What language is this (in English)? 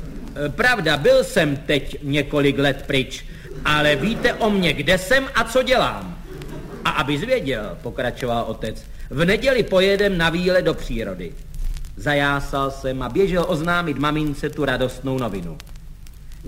Czech